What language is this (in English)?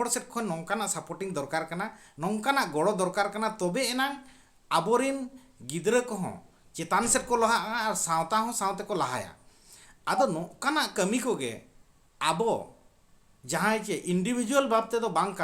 Santali